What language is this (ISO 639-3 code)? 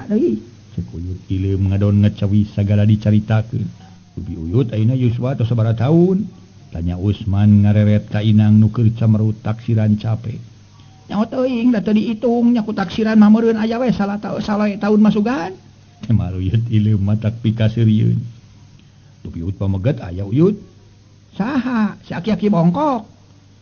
sun